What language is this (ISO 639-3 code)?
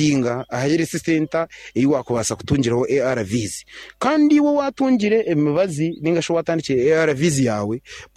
nyn